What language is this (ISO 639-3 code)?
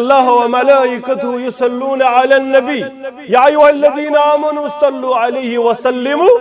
kas